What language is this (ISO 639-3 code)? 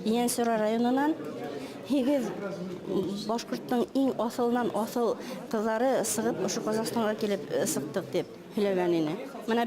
bak